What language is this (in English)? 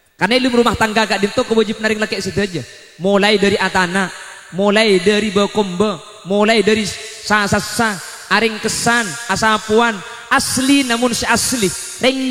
Madurese